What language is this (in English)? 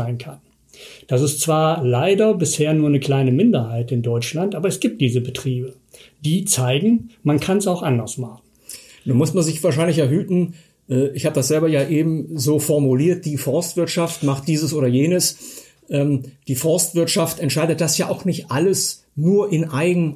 German